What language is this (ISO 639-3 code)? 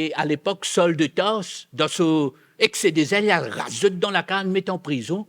mfe